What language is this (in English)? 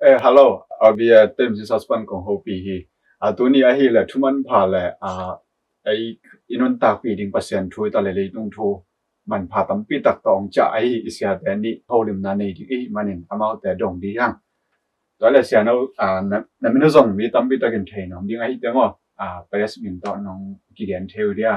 Tedim Chin